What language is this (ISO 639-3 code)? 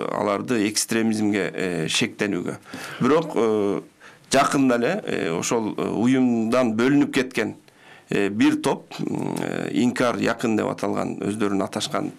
kir